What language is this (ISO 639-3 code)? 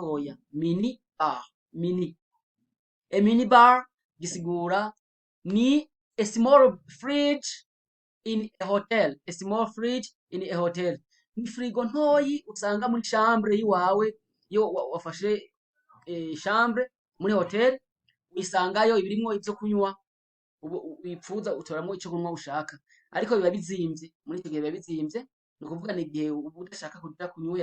run